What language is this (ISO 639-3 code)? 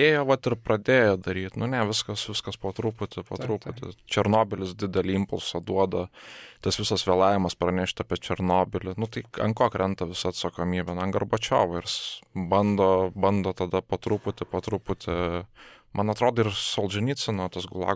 lit